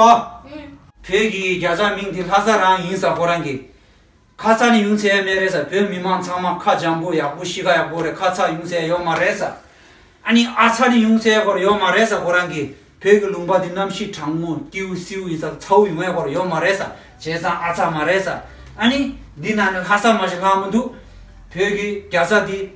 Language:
Tibetan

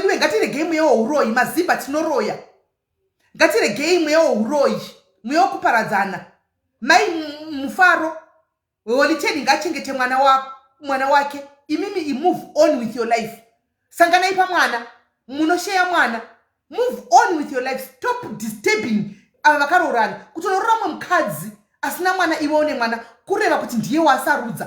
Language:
Shona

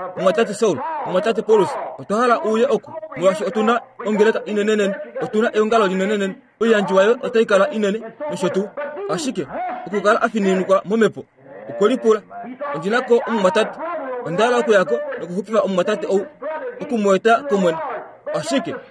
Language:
Kuanyama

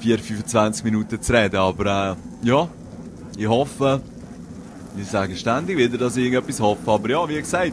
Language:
Swiss German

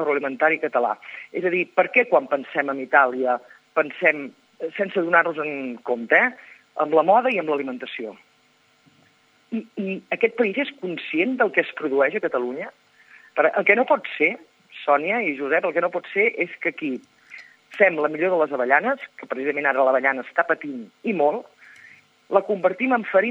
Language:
Catalan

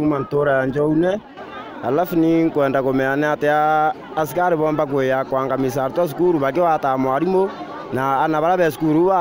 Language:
Meru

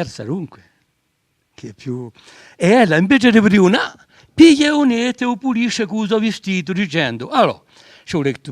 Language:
Corsican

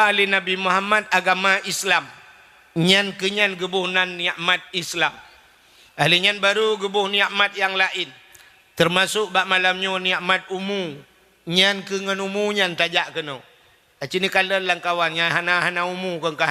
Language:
Achinese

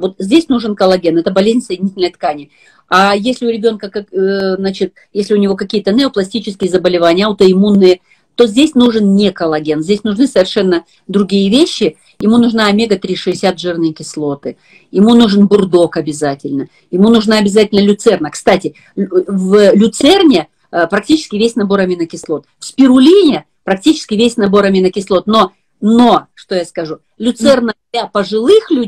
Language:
Russian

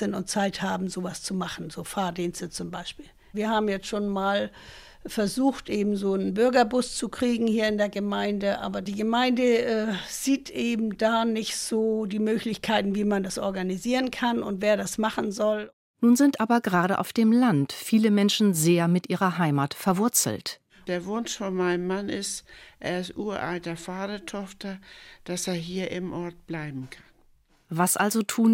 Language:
German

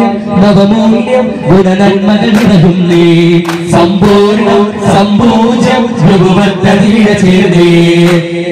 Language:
Malayalam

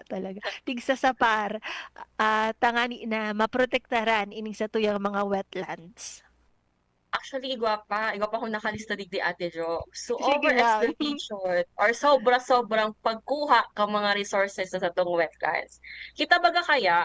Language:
Bikol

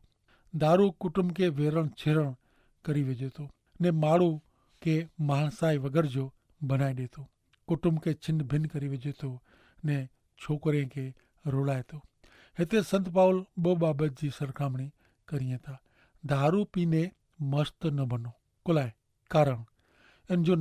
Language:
Kachhi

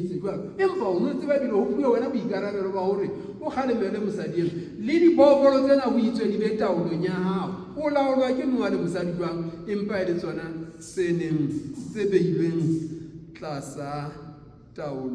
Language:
Southern Sotho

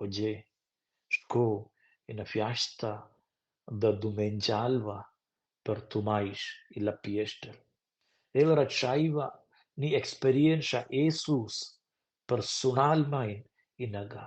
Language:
Romansh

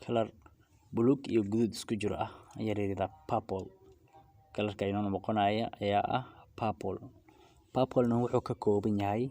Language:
Somali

